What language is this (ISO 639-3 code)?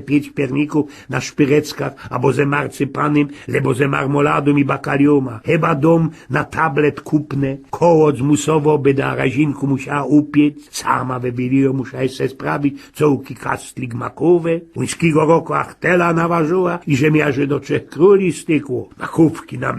szl